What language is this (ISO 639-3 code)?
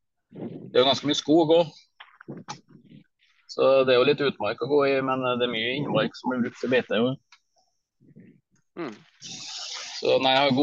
nor